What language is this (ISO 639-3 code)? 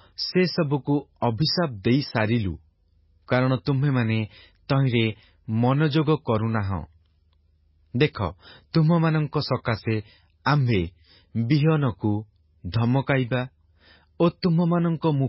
ori